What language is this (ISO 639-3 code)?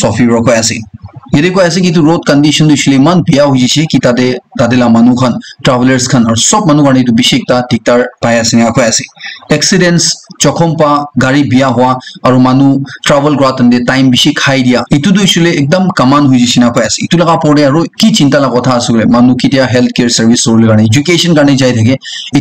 nag